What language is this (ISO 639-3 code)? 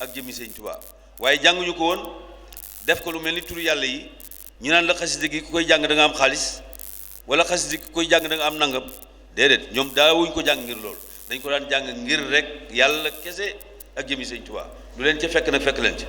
wol